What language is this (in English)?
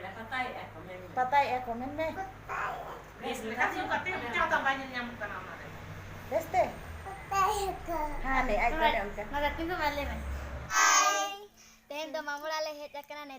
Santali